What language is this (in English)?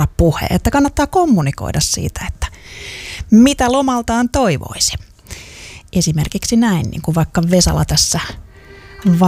Finnish